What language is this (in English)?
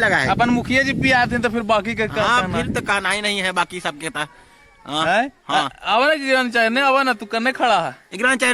Magahi